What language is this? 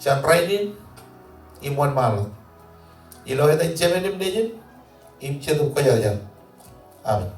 Marshallese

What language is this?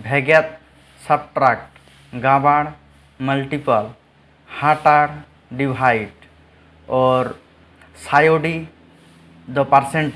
Santali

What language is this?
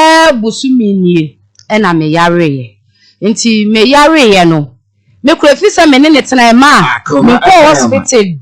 Akan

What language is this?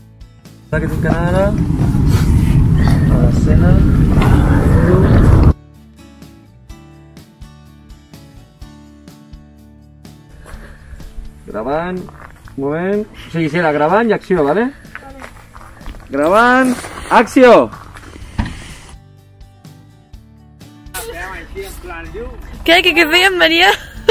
Catalan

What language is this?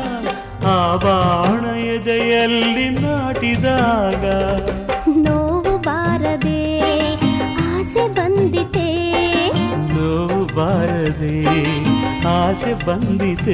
Kannada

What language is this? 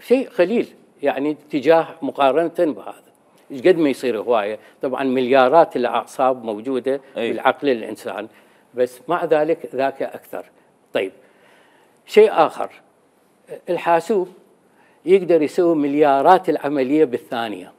Mesopotamian Arabic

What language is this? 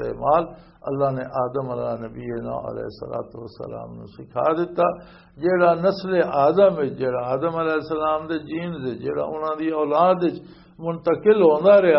Western Panjabi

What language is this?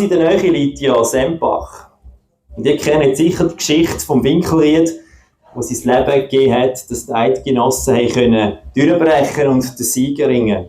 Swiss German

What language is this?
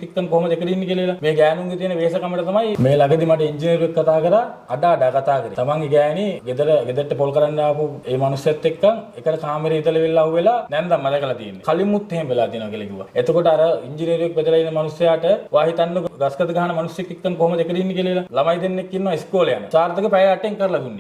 Sinhala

